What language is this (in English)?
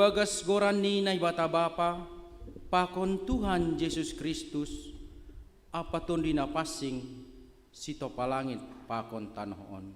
Batak Simalungun